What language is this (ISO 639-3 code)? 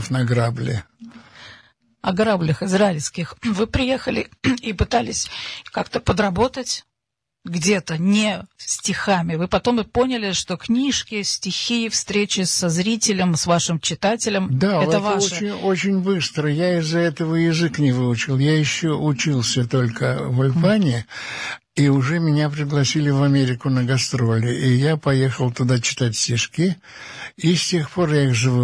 rus